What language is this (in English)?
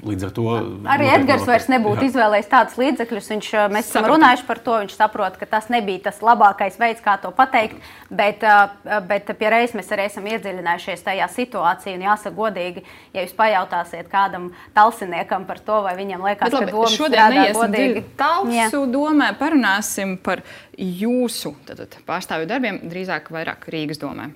Latvian